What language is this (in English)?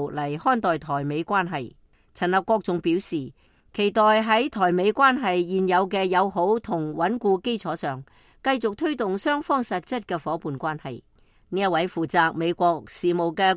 Cantonese